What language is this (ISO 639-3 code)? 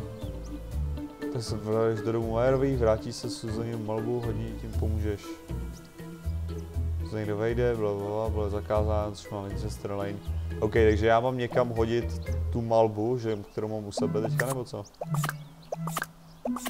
ces